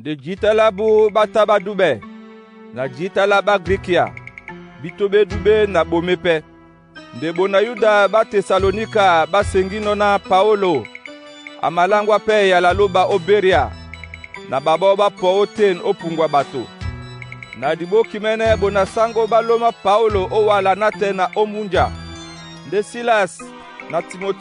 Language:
Duala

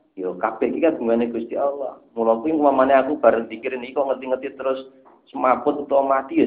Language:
Javanese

